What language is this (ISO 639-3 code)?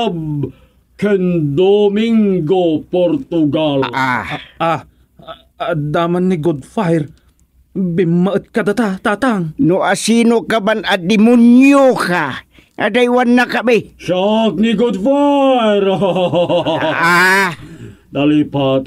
ilo